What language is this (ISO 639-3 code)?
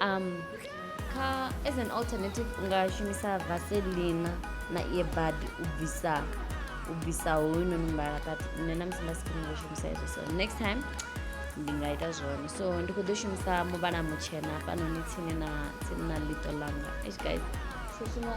ven